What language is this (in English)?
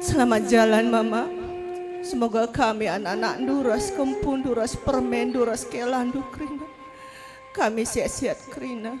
Batak Karo